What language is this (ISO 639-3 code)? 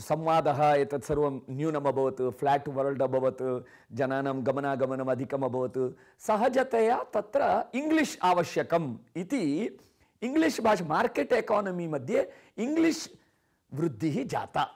san